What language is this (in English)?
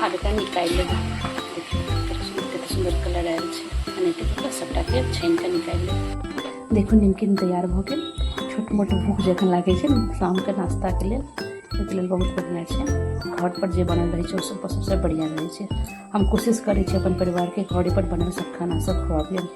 Maithili